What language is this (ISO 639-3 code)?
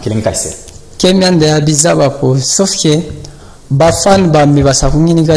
lub